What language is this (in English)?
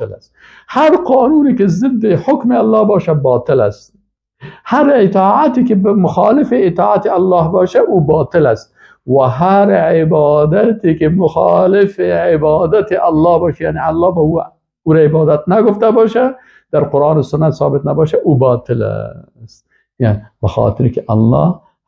Persian